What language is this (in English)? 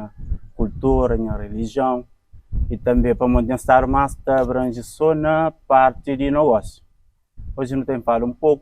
Kabuverdianu